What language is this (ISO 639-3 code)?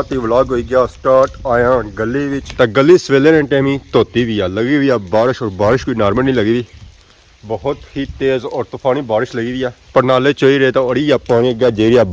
phr